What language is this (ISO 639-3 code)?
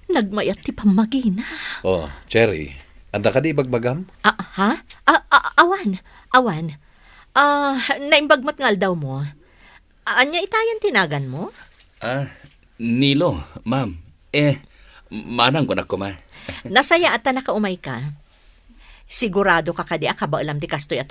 ilo